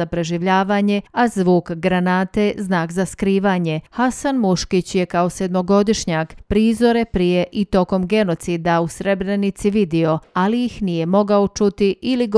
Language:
Bosnian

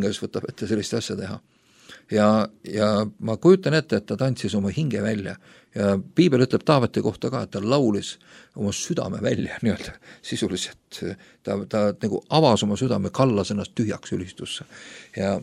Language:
Estonian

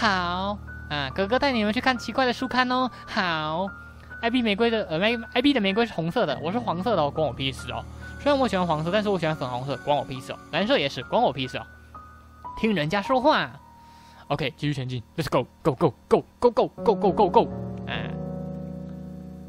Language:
Chinese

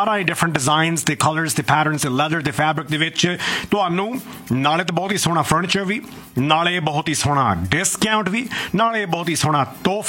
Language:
Punjabi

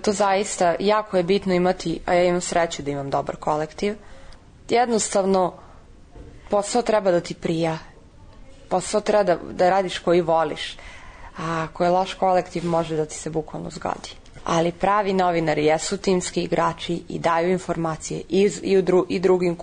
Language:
Serbian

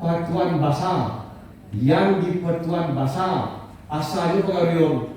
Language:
Minangkabau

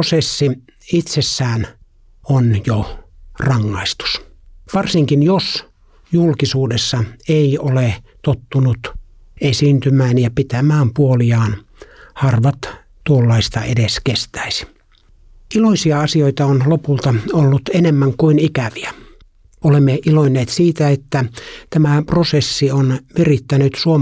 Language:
Finnish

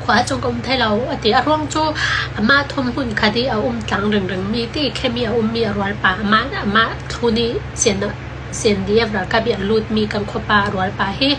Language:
Hakha Chin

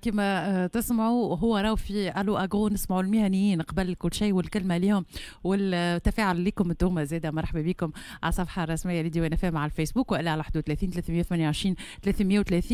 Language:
Tunisian Arabic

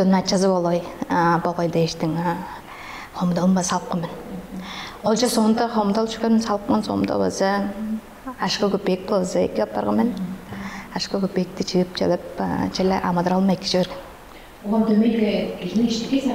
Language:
Tuvinian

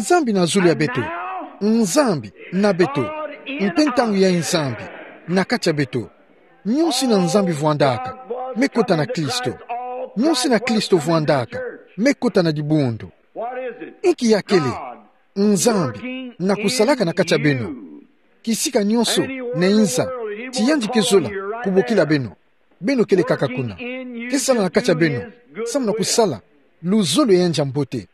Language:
Kituba (Democratic Republic of Congo)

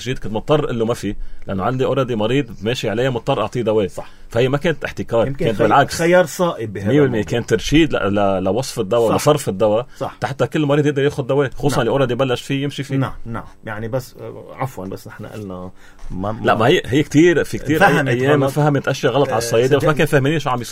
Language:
North Levantine Arabic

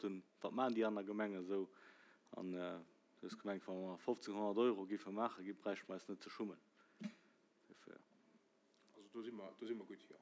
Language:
Luxembourgish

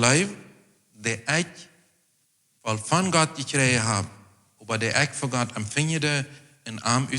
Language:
Plautdietsch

